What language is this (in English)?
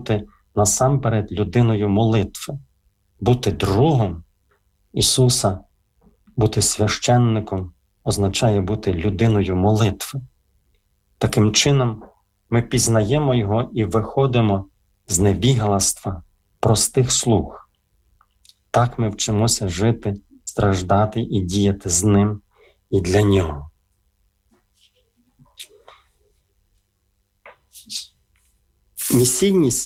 Ukrainian